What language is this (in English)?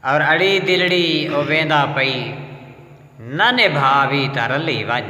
Saraiki